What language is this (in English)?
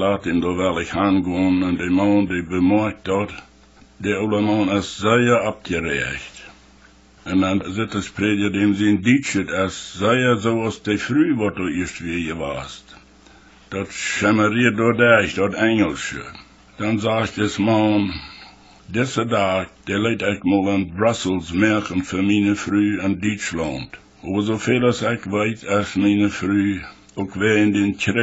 Plautdietsch